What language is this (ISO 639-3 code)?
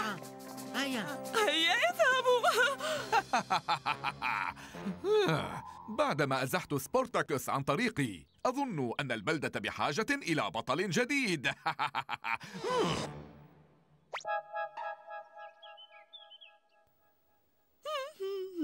ara